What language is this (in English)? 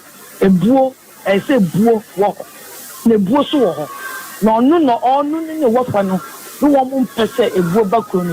Akan